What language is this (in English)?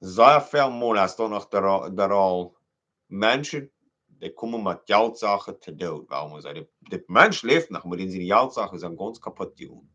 Plautdietsch